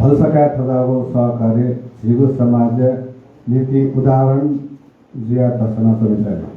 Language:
Newari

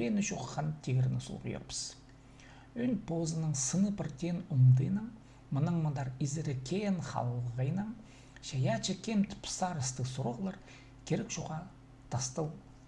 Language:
Khakas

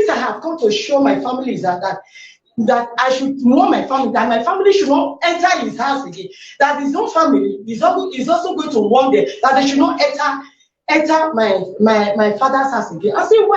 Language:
Nigerian Pidgin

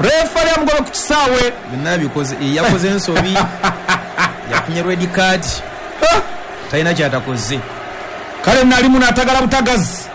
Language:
Ganda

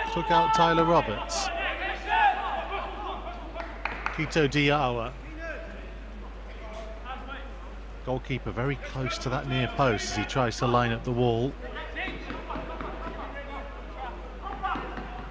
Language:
English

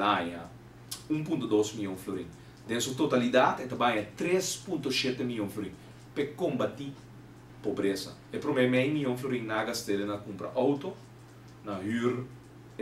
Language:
Papiamento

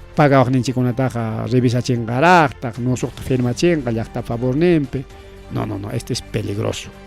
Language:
Ayacucho Quechua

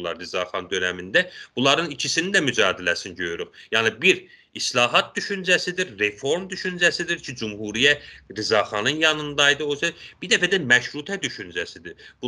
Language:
South Azerbaijani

